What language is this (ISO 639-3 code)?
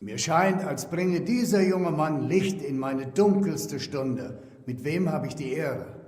bar